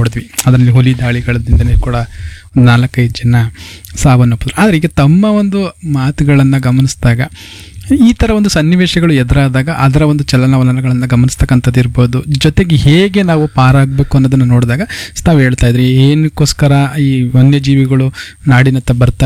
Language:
Kannada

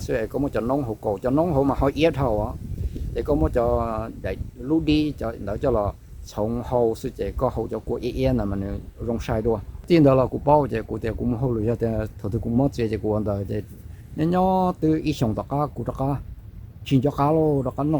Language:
Hmong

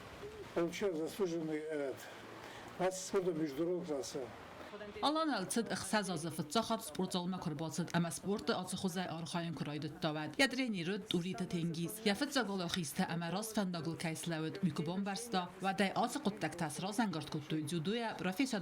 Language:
Ossetic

